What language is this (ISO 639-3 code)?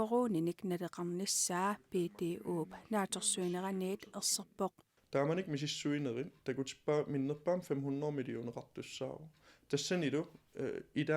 kal